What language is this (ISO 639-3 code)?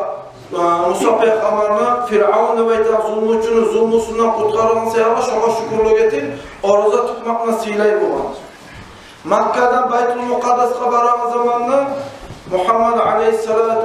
kum